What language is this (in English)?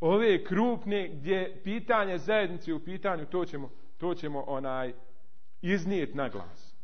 Bosnian